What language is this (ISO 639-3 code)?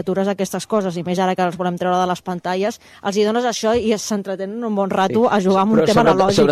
cat